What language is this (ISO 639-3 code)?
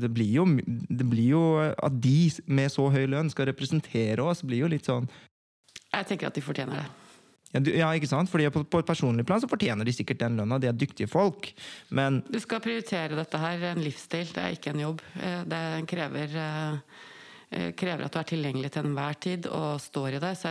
nor